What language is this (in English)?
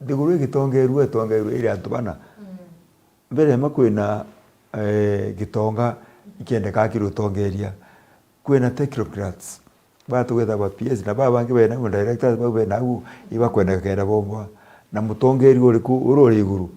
Meru